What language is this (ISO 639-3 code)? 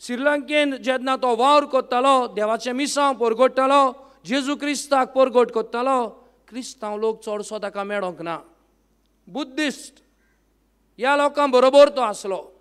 kok